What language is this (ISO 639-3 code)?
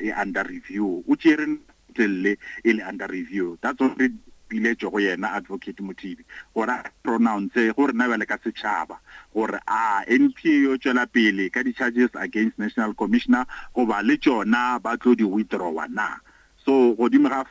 nso